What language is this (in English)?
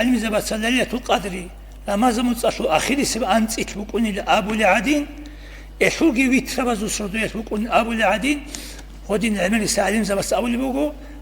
Avaric